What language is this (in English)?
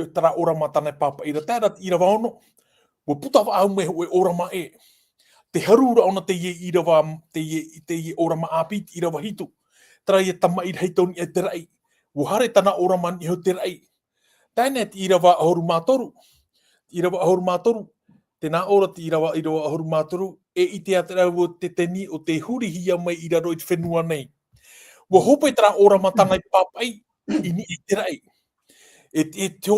Tahitian